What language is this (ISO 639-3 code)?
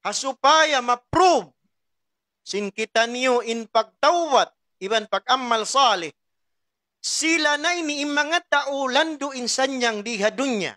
tsg